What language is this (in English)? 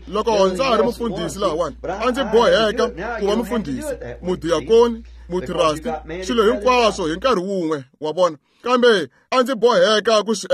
Tsonga